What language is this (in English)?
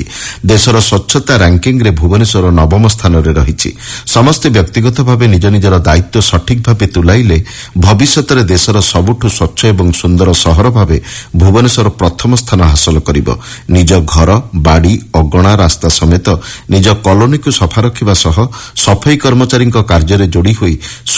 Odia